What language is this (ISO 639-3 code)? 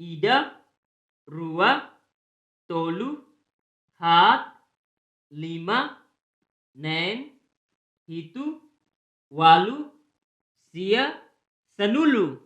tet